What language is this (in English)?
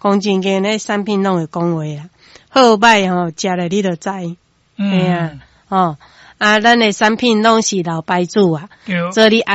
Min Nan Chinese